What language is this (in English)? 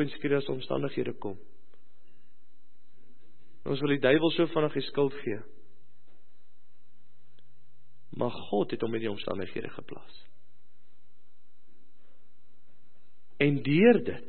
Afrikaans